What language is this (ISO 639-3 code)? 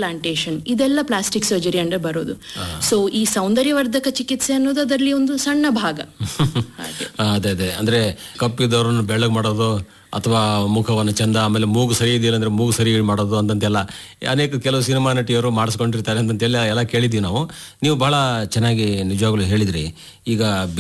kan